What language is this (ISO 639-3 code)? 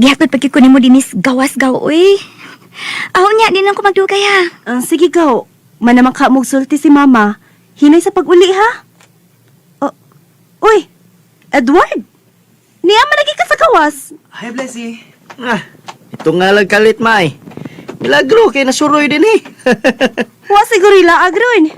ceb